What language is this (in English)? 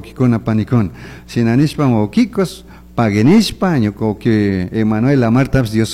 Chimborazo Highland Quichua